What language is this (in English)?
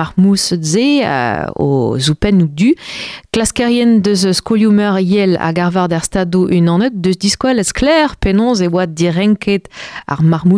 Breton